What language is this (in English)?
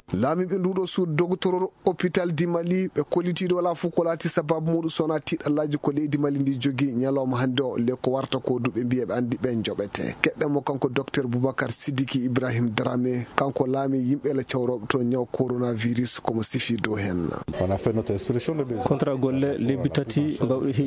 Fula